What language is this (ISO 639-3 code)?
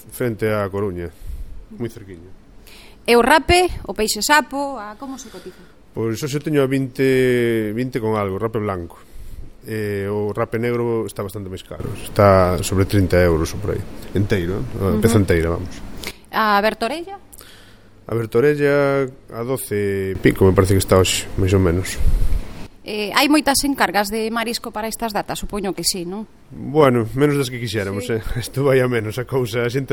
glg